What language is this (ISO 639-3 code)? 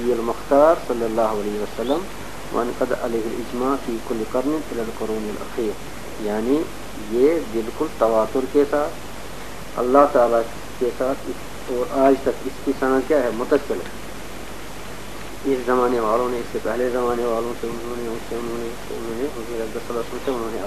urd